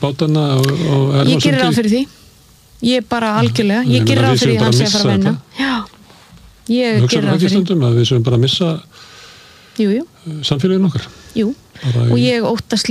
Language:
Icelandic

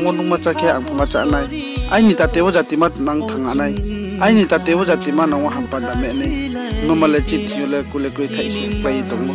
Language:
Riang (India)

